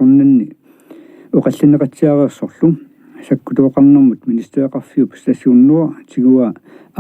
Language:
Kalaallisut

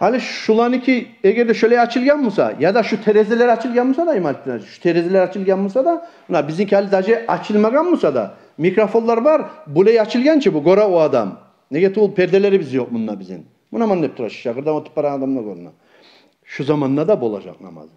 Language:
Kumyk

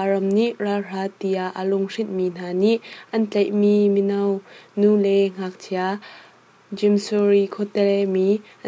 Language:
Hakha Chin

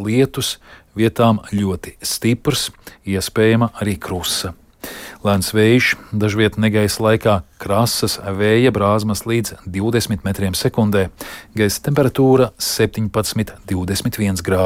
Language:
Latvian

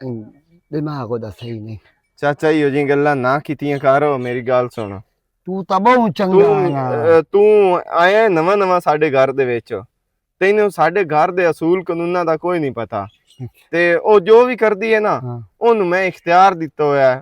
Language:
Western Panjabi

